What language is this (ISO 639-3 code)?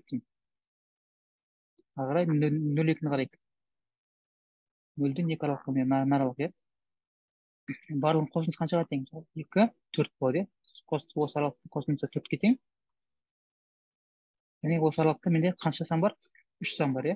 kaz